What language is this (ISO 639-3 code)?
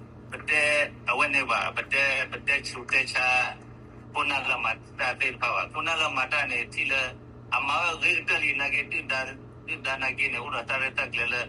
ksw